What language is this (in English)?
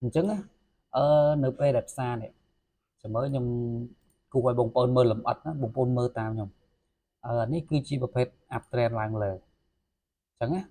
Khmer